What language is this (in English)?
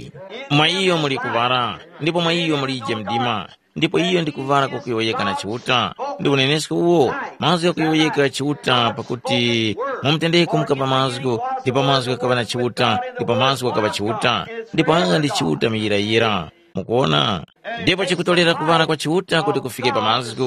Tumbuka